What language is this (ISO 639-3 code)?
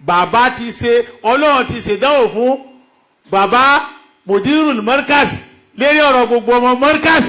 yor